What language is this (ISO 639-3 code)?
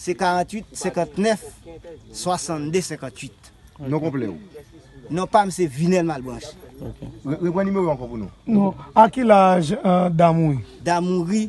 hat